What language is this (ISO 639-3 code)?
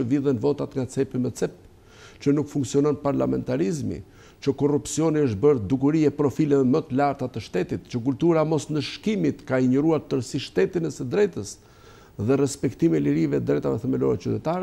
sqi